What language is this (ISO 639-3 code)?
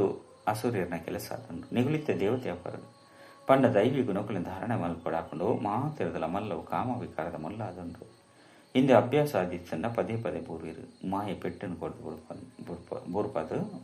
tcy